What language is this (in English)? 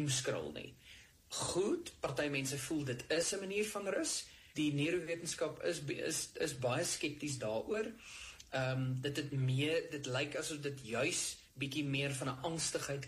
Afrikaans